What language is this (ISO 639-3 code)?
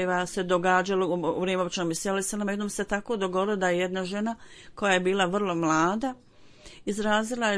bos